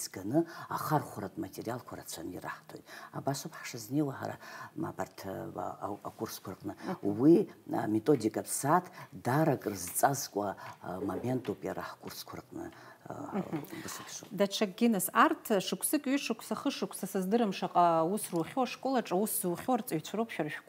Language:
Abkhazian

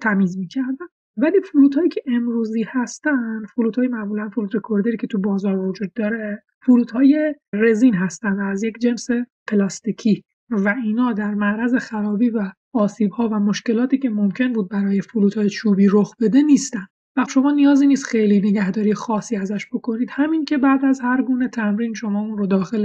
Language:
Persian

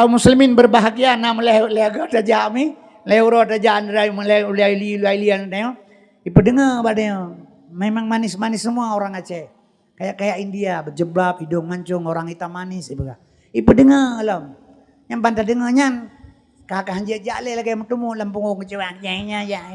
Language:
Achinese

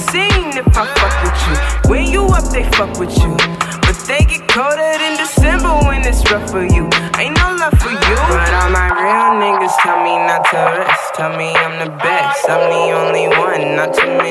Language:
English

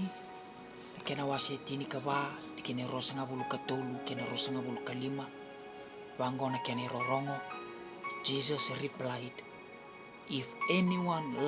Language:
Fijian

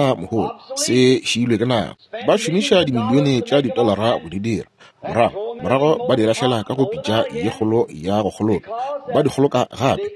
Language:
Northern Sotho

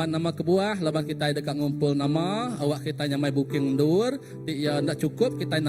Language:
Iban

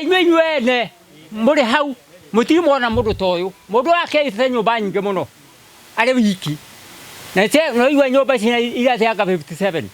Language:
Kikuyu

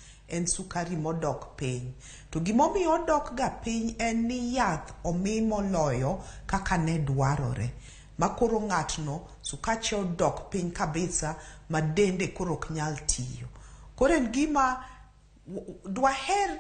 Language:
Luo (Kenya and Tanzania)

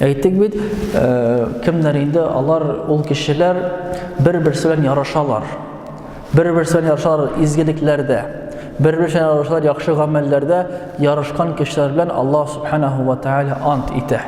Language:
Tatar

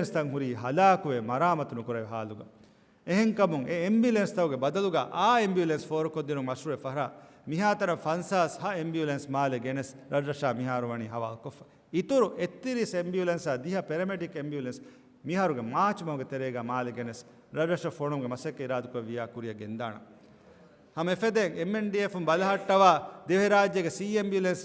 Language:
Divehi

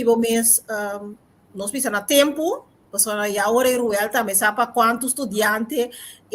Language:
Papiamento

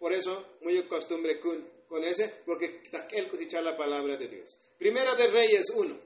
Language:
Tzotzil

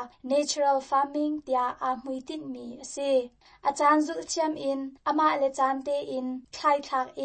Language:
Hakha Chin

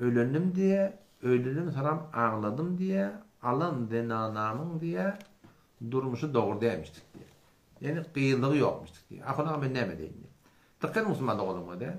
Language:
Turkmen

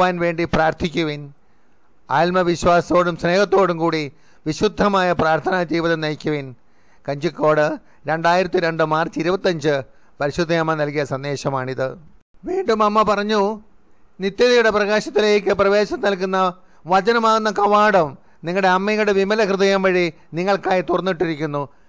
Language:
Malayalam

